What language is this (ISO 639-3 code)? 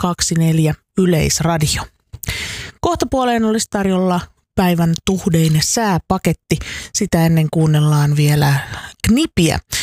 fin